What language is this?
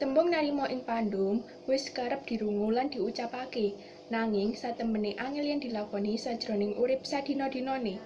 Javanese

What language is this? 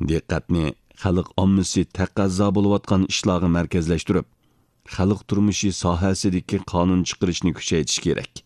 Uyghur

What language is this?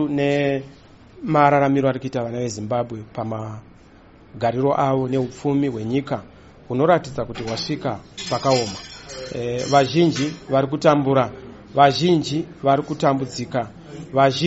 Shona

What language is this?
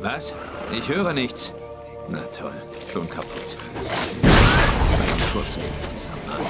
Swiss German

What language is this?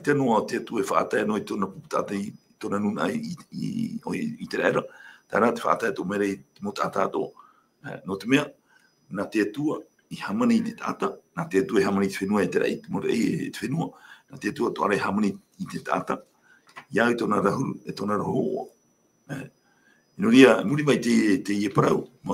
Tahitian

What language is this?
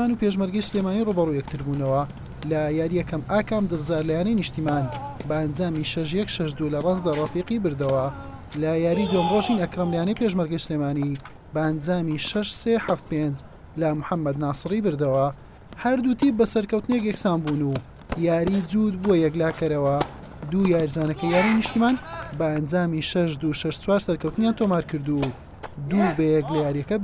Central Kurdish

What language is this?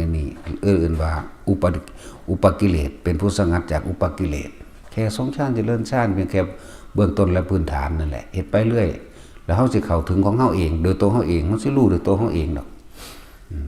Northeastern Thai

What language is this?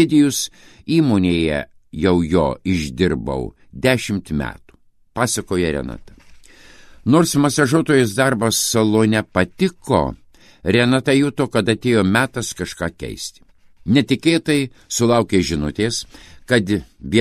Lithuanian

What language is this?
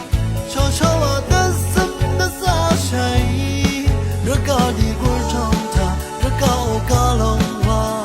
Rawang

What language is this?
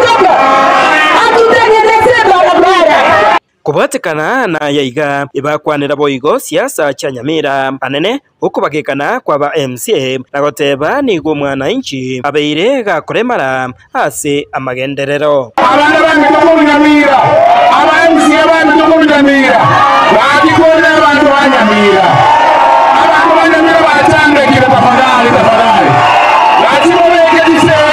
Gusii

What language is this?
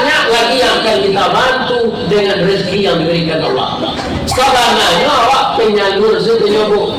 Minangkabau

